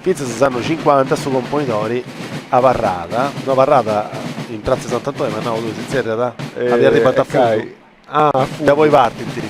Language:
Sardinian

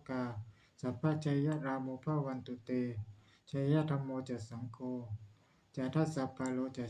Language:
Pali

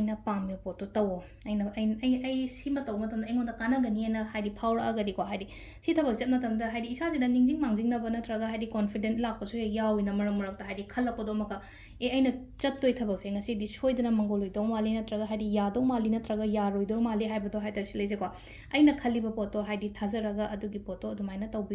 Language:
Manipuri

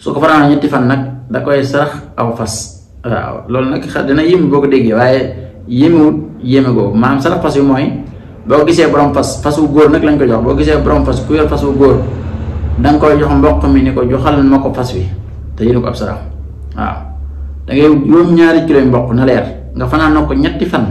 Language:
Wolof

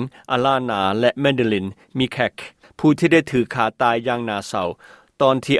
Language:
Lao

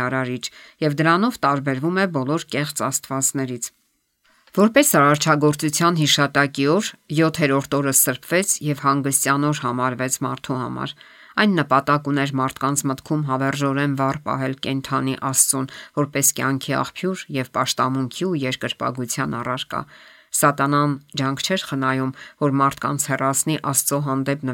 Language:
Armenian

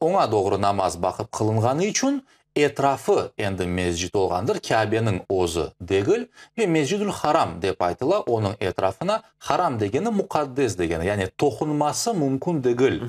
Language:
Crimean Tatar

